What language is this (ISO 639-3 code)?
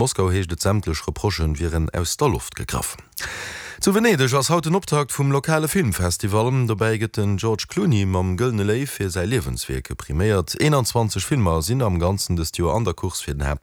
ltz